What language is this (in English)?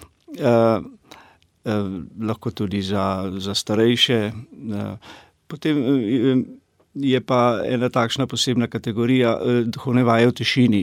Slovenian